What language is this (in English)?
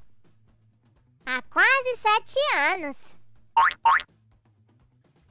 Portuguese